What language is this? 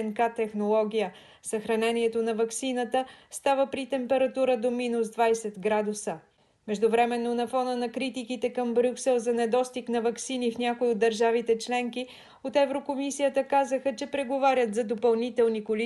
Bulgarian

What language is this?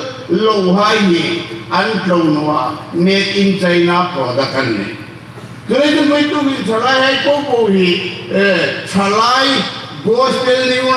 Hmar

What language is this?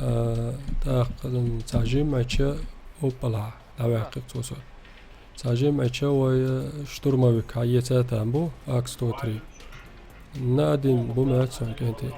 Chechen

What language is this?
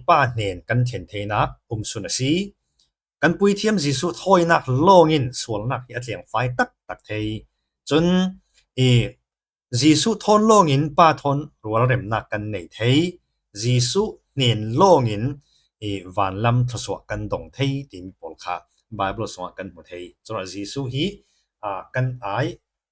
Falam Chin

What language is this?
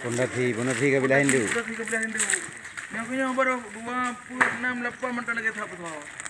Achinese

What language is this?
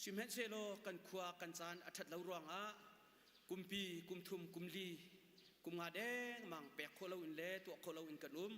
Hakha Chin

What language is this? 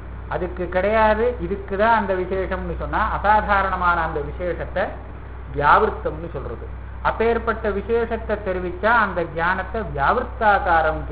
Tamil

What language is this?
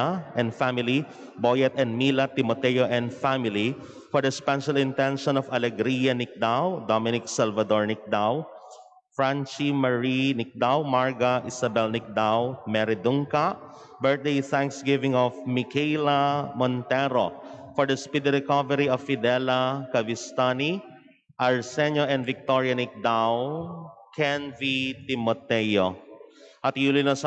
Pampanga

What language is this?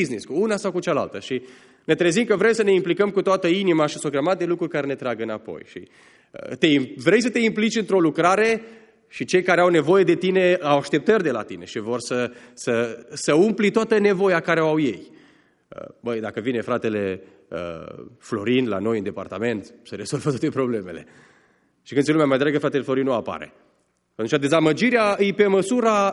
Romanian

